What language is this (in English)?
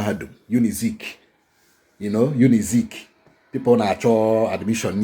Igbo